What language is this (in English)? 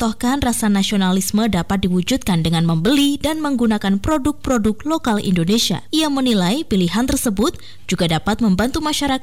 Indonesian